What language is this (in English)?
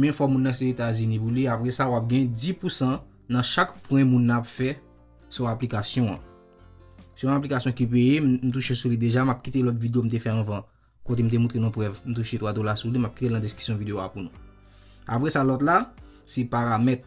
Haitian Creole